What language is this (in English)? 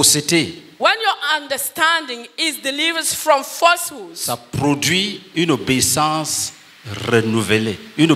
French